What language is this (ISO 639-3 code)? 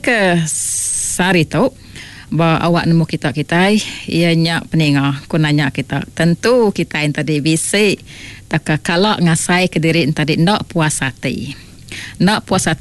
iba